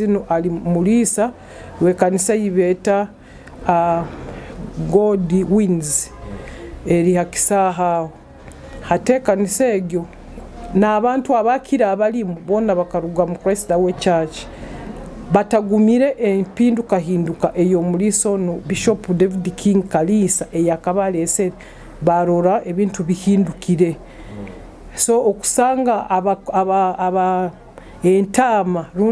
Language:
Nyoro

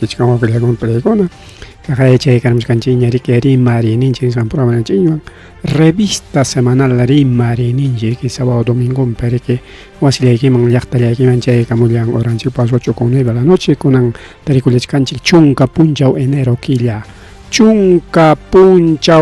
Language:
Ayacucho Quechua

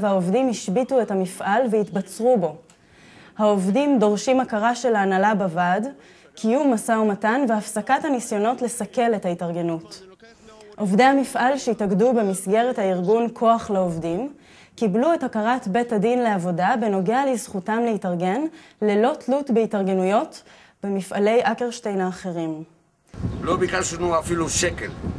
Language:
Hebrew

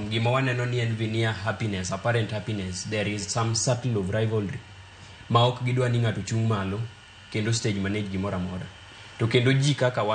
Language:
Luo (Kenya and Tanzania)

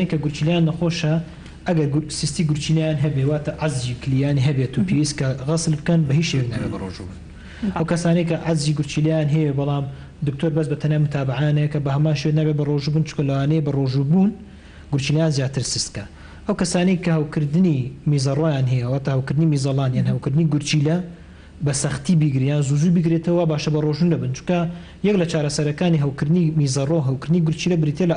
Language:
Central Kurdish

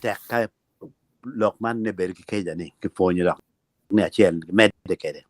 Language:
Acoli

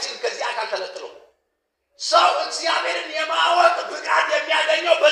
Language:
Amharic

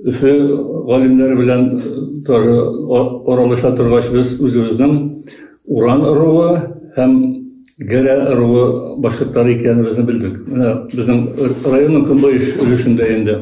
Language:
Bashkir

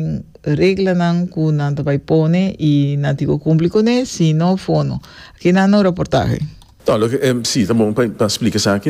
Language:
Papiamento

